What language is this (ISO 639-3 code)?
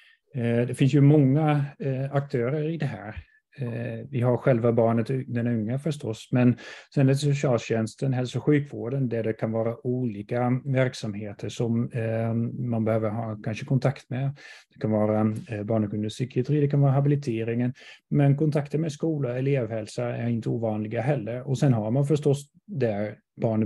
swe